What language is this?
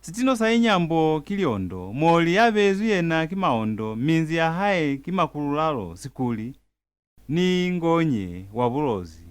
Lozi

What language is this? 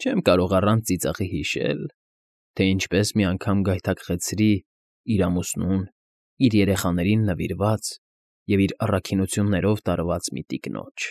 Armenian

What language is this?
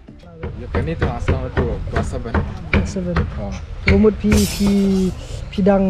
Khasi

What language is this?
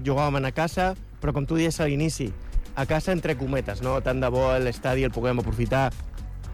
Catalan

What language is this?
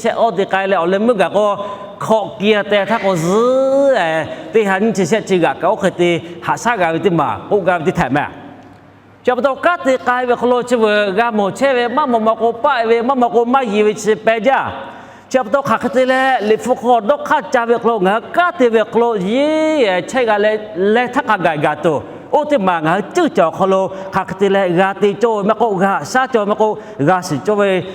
Lahu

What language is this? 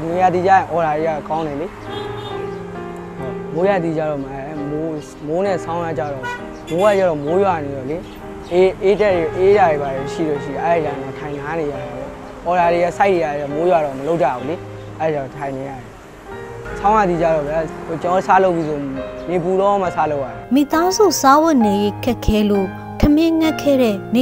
Burmese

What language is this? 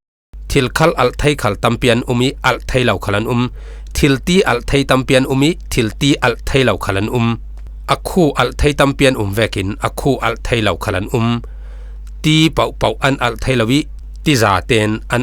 Falam Chin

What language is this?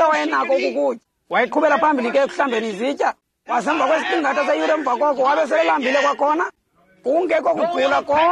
Xhosa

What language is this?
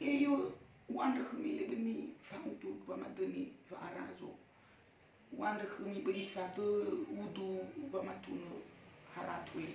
Nias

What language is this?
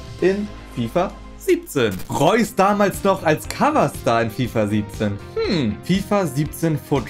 German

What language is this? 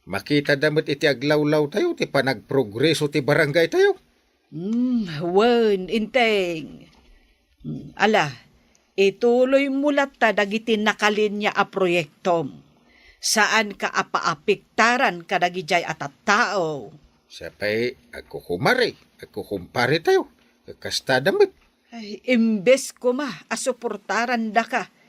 Iloko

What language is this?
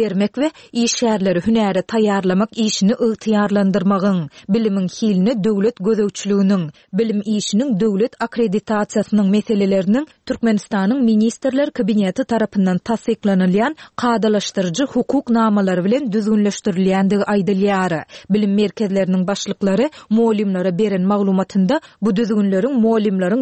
Turkmen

